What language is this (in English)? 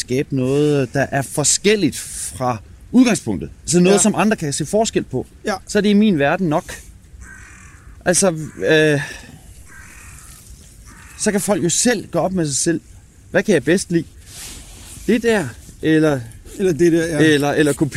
Danish